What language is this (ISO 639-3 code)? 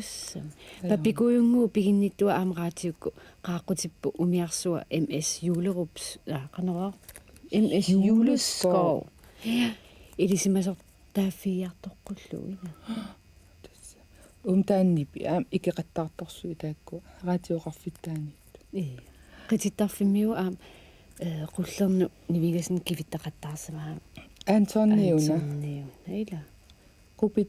kal